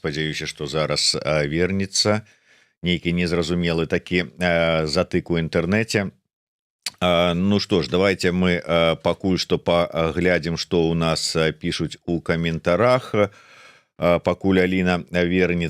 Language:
Belarusian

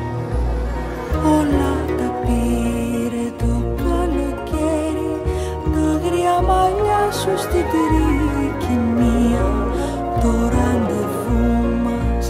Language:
Greek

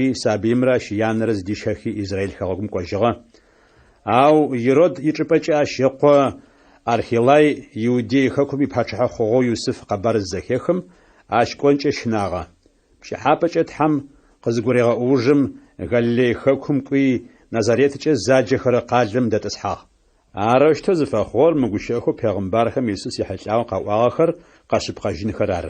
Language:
Adyghe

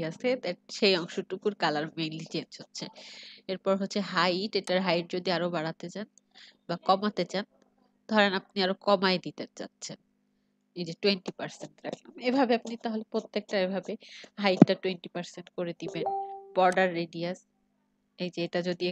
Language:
Bangla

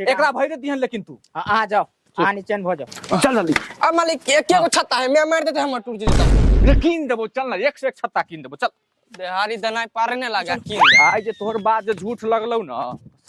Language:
Maithili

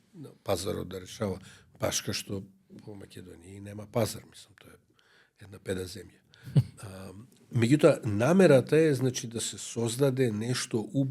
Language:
Macedonian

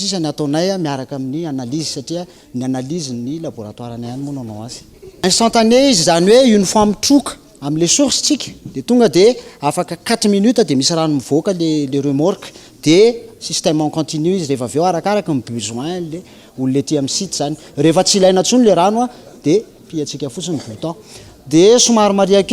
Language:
Malagasy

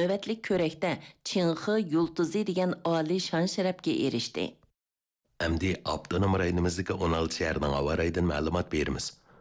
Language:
Uyghur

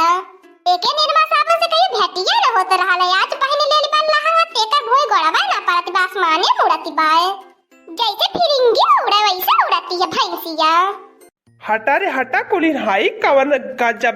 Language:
Awadhi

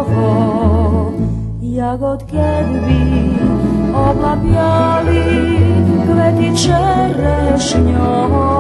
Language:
Rusyn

